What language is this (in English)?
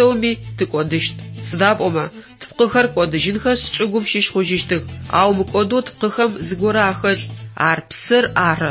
Adyghe